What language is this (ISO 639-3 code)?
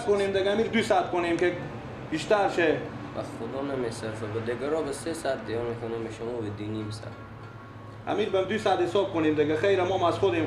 fas